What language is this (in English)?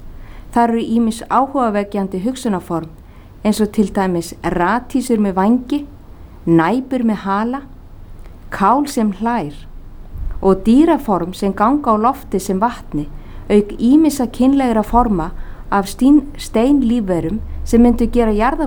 Icelandic